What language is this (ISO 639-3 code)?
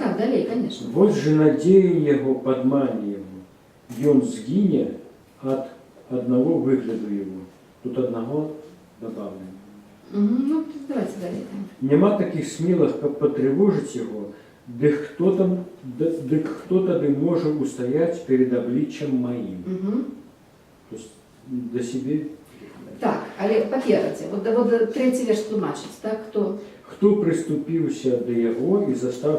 bel